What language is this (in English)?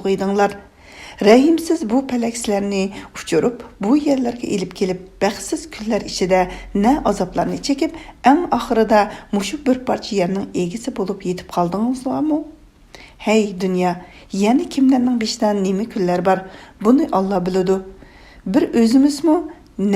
Uyghur